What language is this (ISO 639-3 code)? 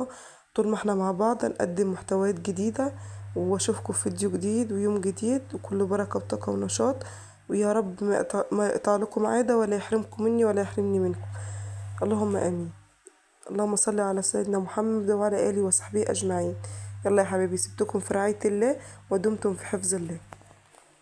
arz